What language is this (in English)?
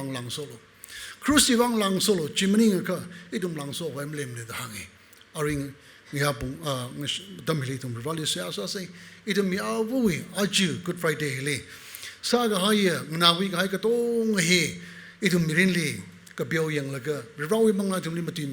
Tangkhul Naga (India)